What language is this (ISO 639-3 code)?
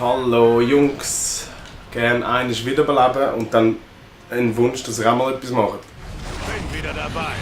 gsw